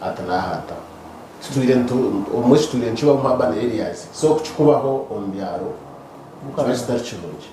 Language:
Nyankole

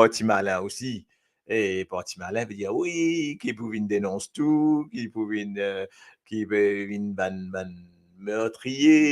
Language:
Morisyen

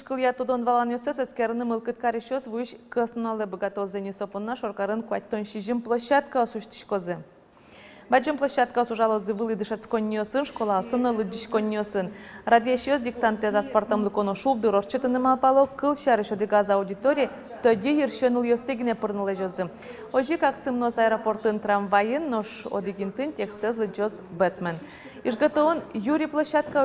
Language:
Udmurt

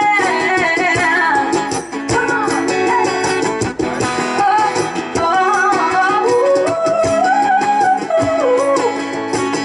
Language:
Croatian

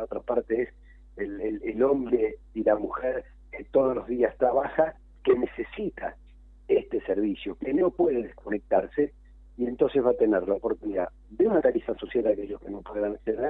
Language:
Spanish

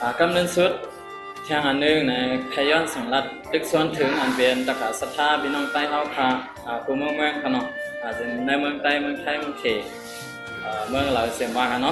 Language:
Shan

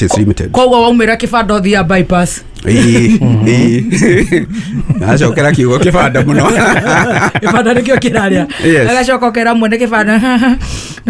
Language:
Kikuyu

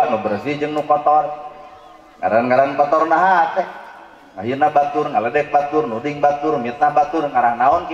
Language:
Sundanese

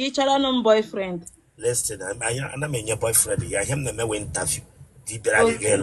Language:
Igbo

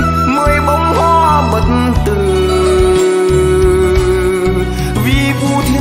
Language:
Vietnamese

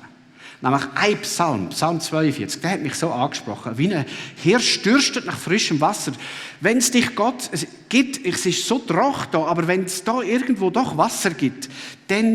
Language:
Swiss German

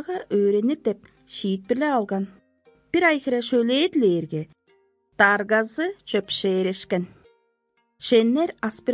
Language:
Tuvinian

